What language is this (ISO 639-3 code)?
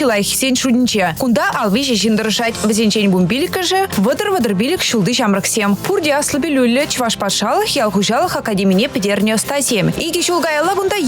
chv